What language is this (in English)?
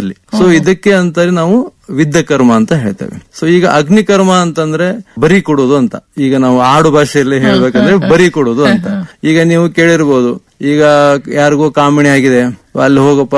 Kannada